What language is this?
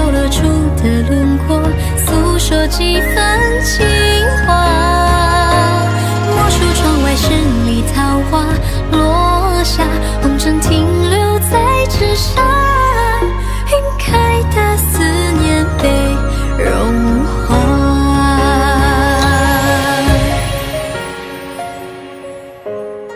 Chinese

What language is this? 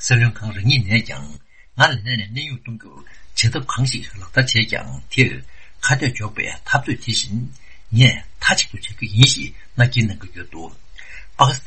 Tibetan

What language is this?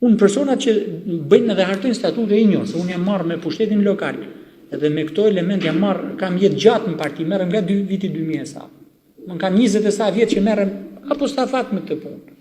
Albanian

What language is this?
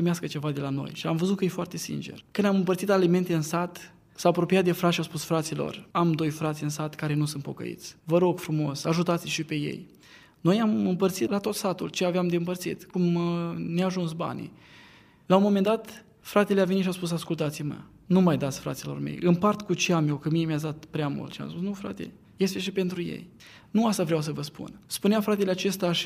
Romanian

